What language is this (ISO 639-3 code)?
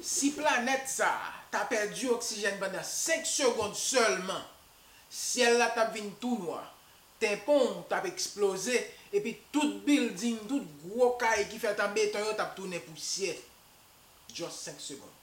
hat